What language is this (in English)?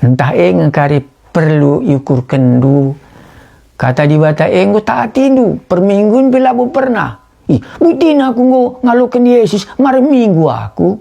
Batak Karo